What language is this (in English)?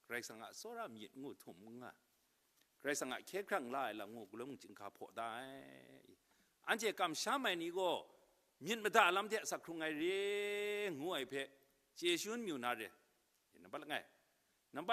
Kachin